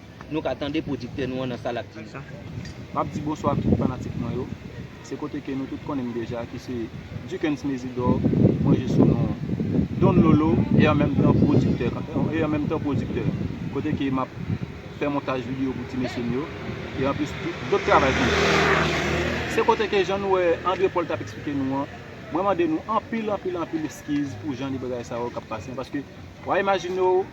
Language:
Haitian Creole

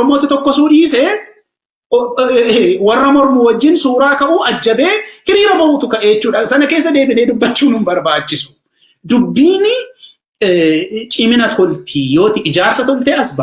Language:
Oromo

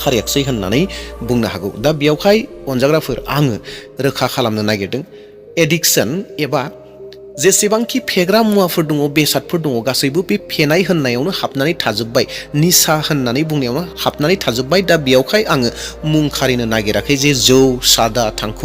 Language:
Bodo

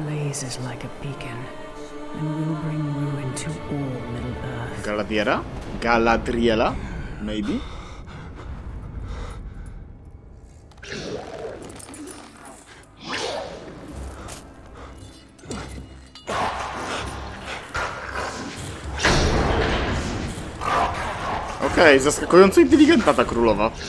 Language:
Polish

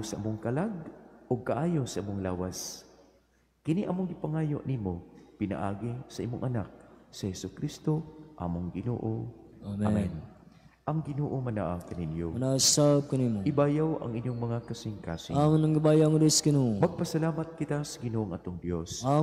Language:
Cebuano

